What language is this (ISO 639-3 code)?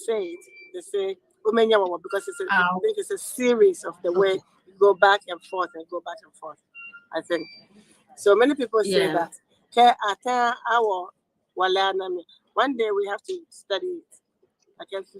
ewe